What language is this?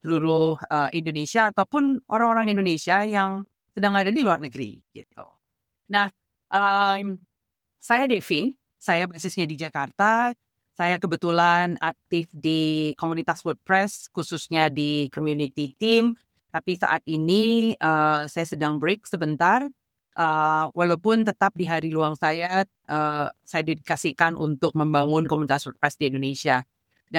Indonesian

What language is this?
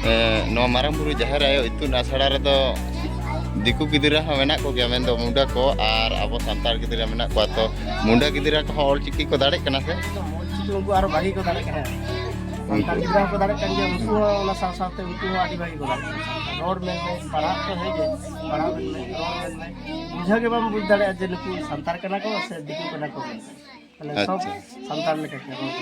Santali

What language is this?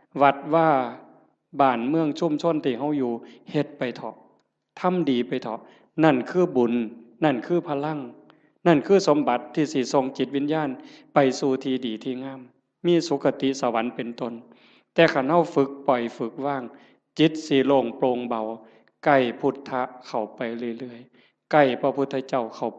Northeastern Thai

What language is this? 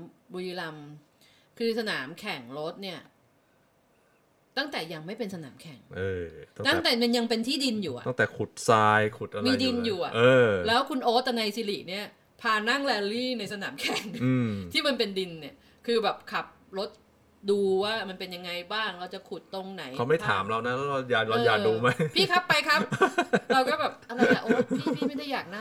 Thai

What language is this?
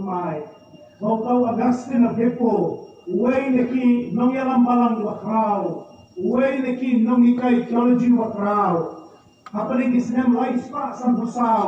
Khasi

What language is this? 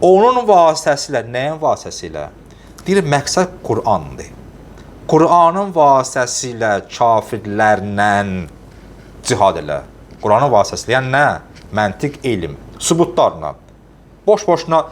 Azerbaijani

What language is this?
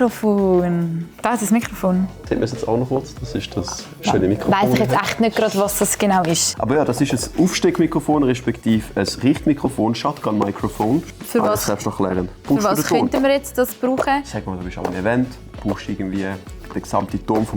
Swiss German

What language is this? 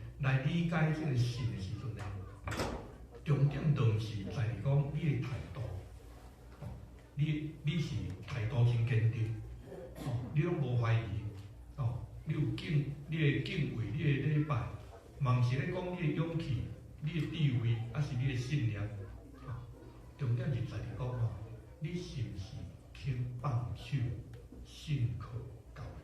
Min Nan Chinese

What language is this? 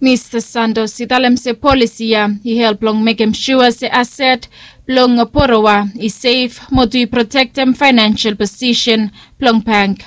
Bislama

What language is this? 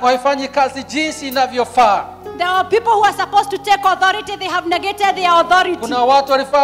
Swahili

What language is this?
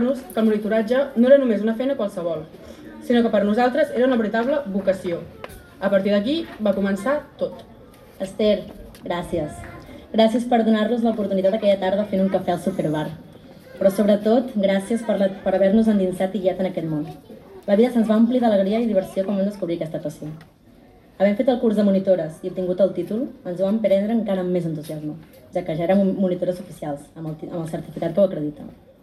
Catalan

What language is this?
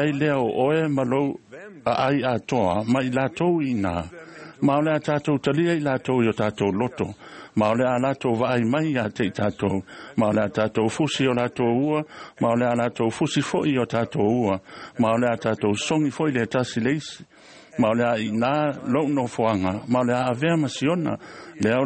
Samoan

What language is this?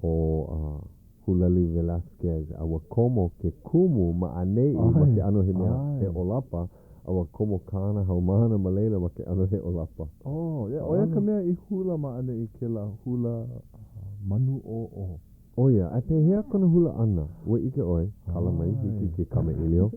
Hawaiian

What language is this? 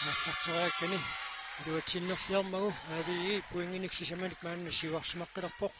Kalaallisut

